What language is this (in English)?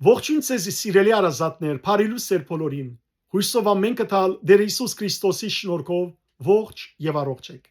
Western Armenian